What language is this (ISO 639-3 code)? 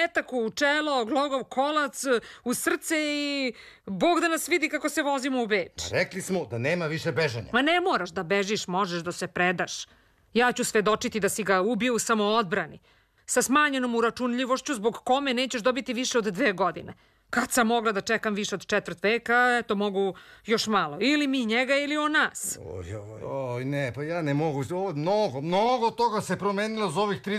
srp